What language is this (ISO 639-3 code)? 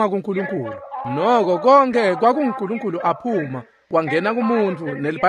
ssw